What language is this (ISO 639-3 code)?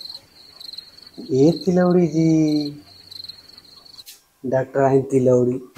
bho